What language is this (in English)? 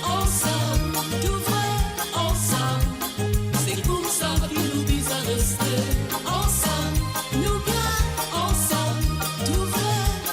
Morisyen